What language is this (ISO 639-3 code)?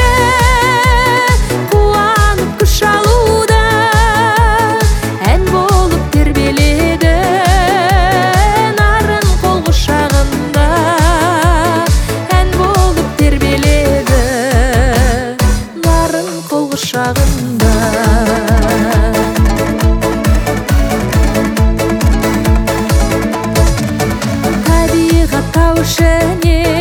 kaz